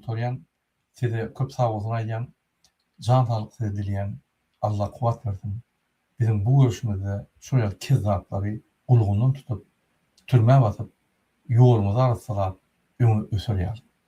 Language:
Turkmen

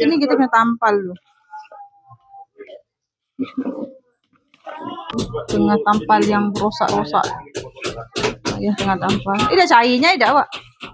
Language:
Malay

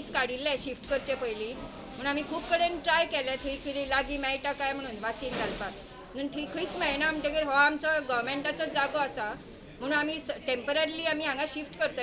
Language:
Konkani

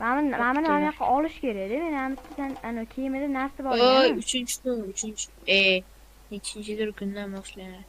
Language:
Uzbek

